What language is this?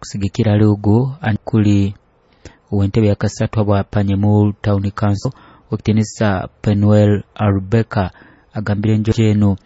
Nyoro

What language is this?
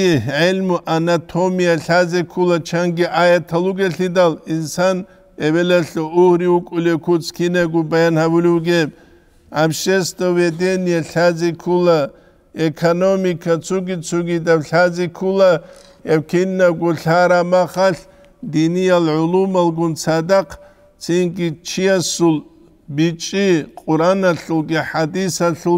Avaric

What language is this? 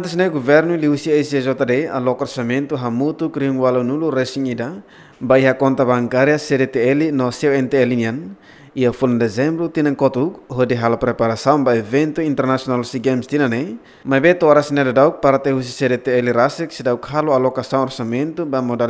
Tetum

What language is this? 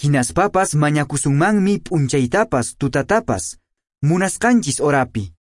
Quechua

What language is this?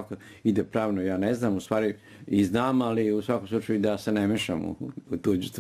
Serbian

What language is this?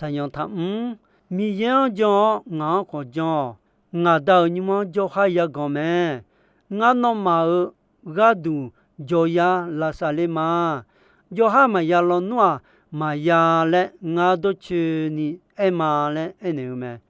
Akha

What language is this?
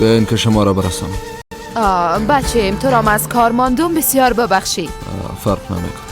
Persian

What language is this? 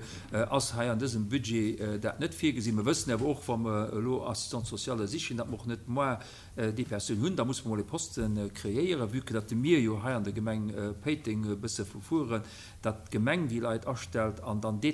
Luxembourgish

